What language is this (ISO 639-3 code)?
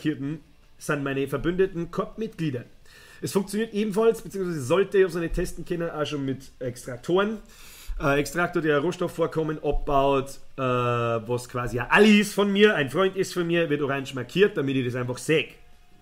bar